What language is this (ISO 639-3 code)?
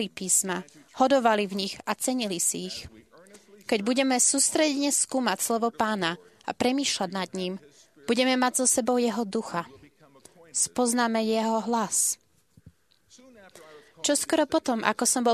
slk